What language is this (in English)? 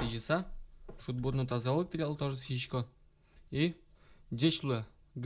Udmurt